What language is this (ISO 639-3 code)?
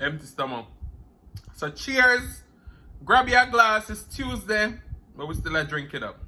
jam